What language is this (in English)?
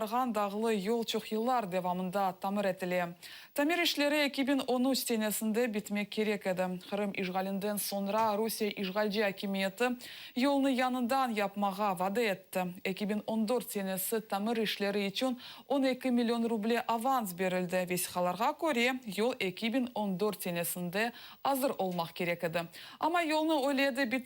Crimean Tatar